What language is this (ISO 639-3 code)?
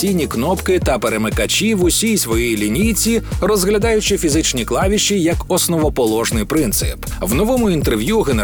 ukr